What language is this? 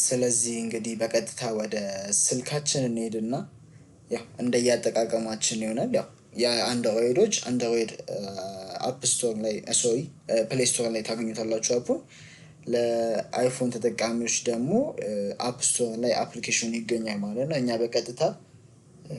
Amharic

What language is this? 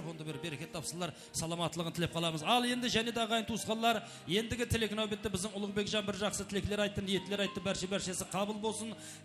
Kara-Kalpak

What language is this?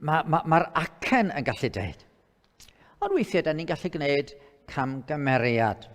Welsh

